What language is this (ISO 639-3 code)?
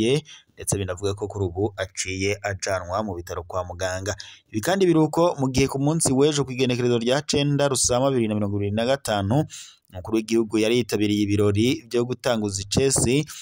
run